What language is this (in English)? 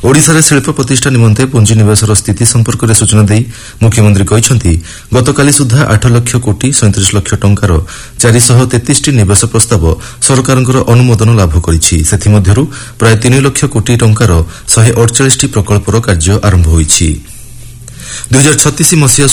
Odia